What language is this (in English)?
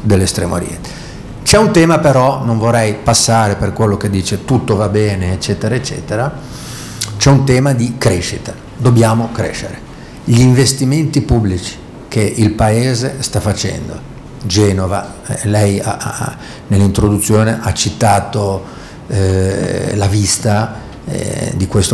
Italian